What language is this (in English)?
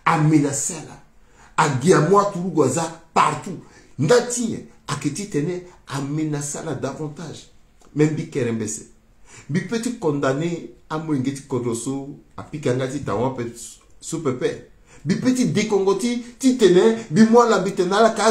Sango